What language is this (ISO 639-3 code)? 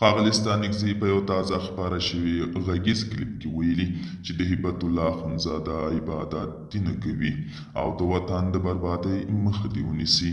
pus